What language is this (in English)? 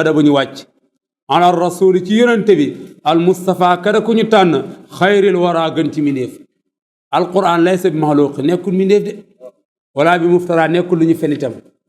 Wolof